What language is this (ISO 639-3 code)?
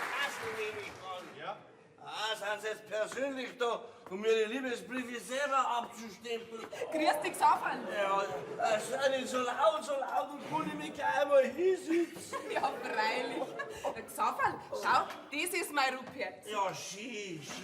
bar